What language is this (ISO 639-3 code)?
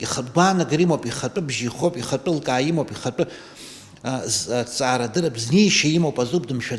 abk